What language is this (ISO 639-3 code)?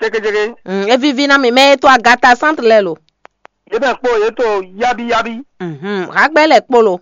fon